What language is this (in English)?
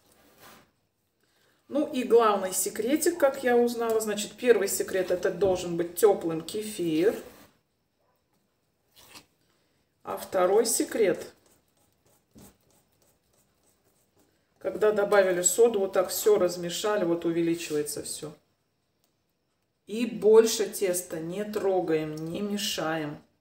Russian